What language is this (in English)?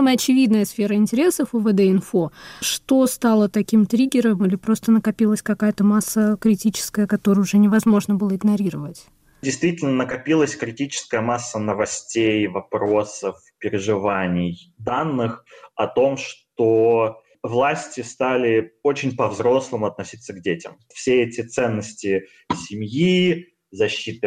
Russian